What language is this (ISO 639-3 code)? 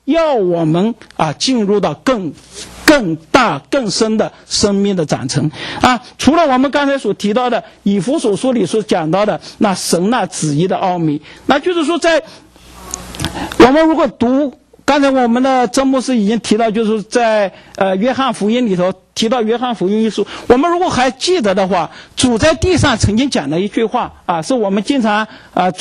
zho